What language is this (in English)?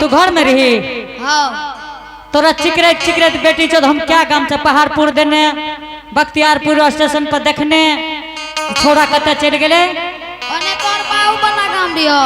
Angika